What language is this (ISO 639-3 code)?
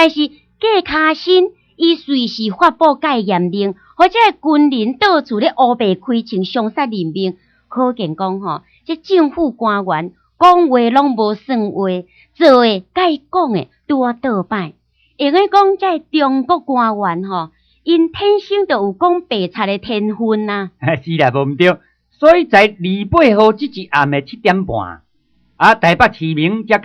nan